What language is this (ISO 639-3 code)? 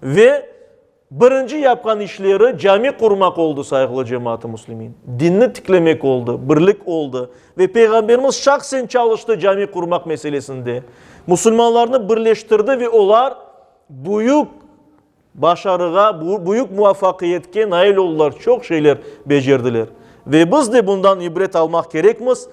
crh